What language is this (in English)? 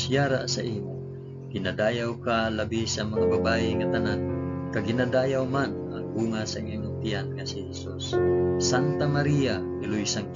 Hiligaynon